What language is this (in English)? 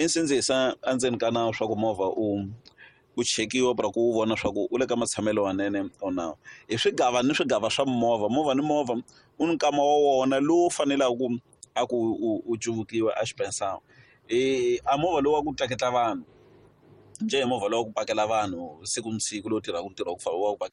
Tsonga